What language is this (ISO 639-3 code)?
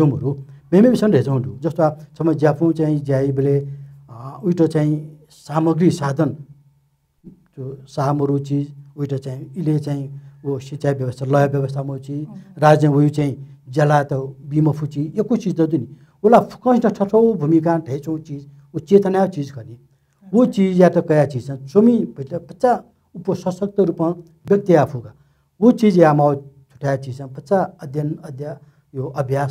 new